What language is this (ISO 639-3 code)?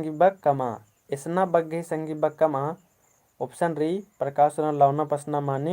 kru